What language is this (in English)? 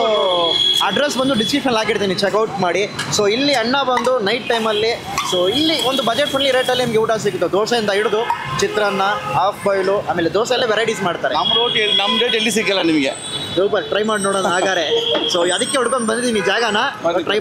Kannada